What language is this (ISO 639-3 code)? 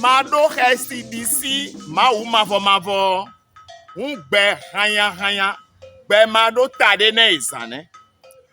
fon